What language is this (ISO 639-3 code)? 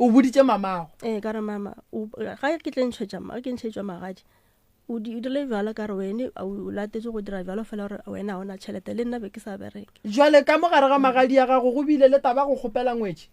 nso